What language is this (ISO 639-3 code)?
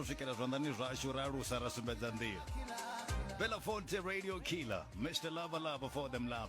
ven